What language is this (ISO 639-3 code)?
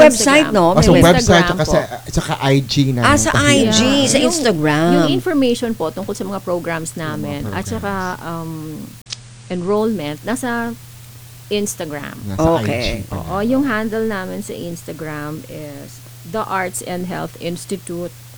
fil